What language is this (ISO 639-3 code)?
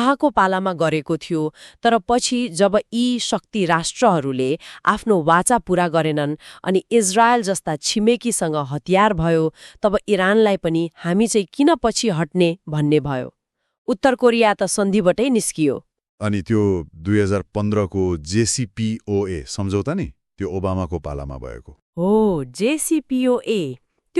nep